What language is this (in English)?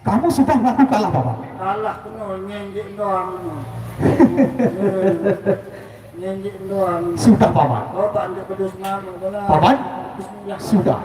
Sasak